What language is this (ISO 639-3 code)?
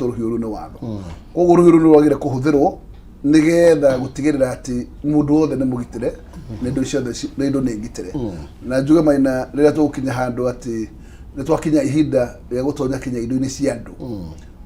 kik